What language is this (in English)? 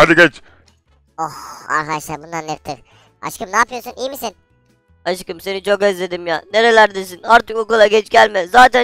Turkish